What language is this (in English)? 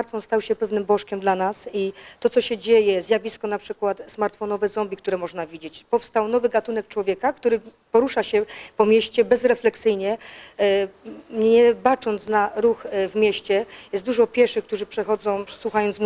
Polish